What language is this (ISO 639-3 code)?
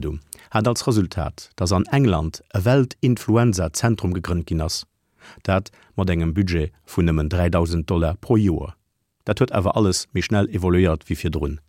ltz